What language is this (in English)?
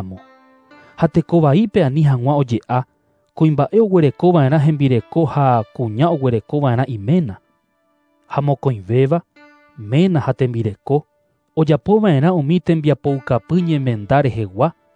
Guarani